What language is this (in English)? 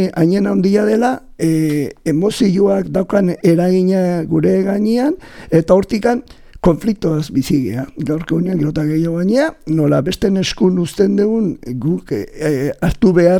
Basque